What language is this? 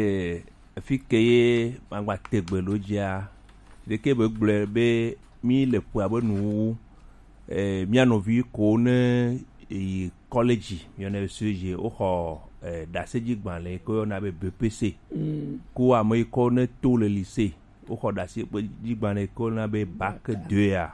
Gen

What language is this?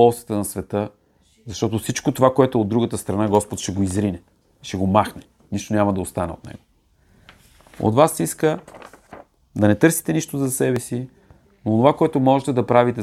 Bulgarian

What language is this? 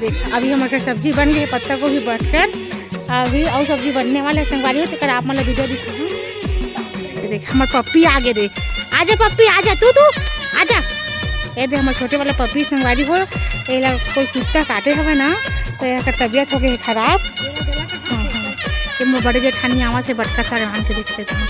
Chhattisgarhi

